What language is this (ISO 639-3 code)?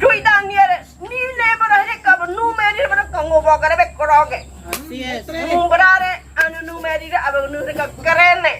gym